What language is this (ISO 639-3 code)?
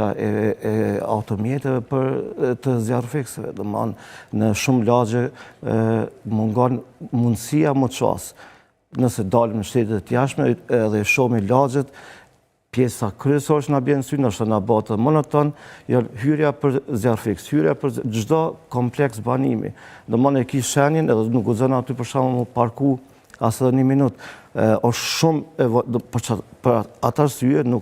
sqi